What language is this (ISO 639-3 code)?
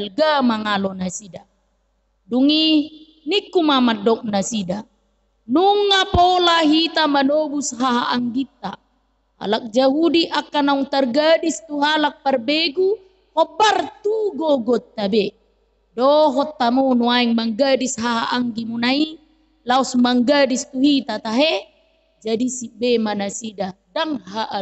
bbc